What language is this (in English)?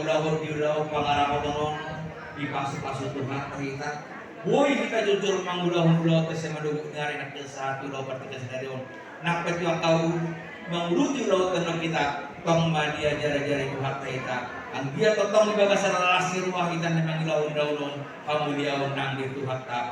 Batak Toba